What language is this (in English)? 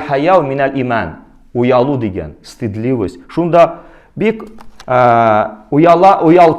Tatar